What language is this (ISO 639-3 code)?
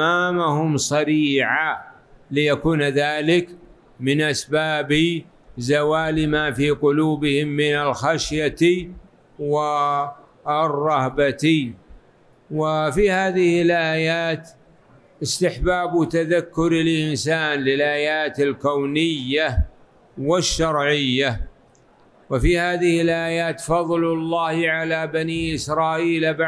ara